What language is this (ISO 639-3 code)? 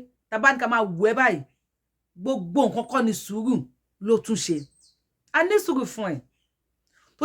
yor